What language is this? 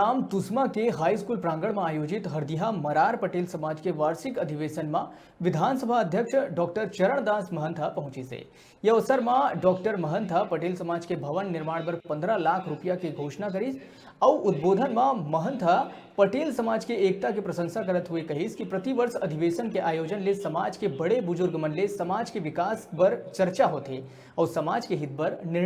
Chhattisgarhi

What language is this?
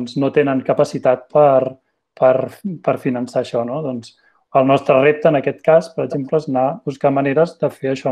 Catalan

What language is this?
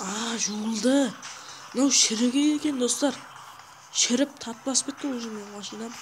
Kara-Kalpak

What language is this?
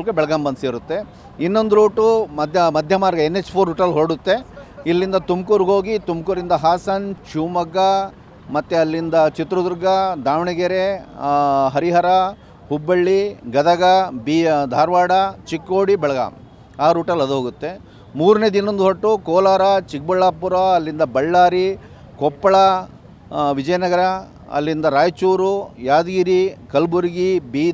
Kannada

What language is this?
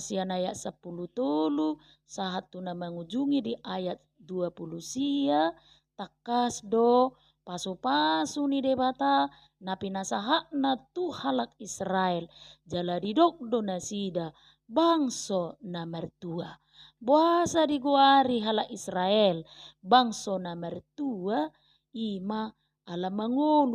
Batak Toba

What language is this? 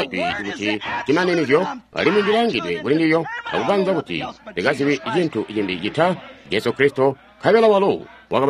Tonga (Zambia)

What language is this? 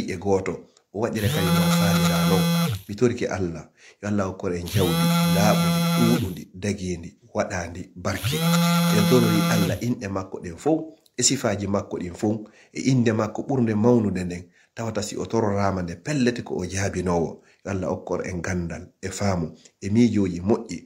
Fula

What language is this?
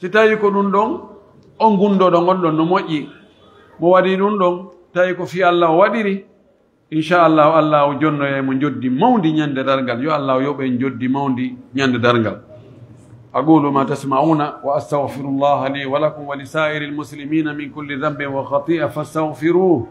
Pular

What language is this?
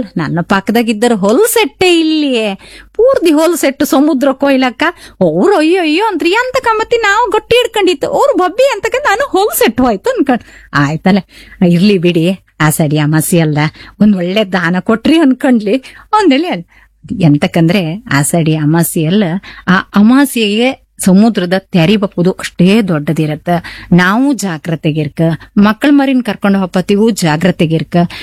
Kannada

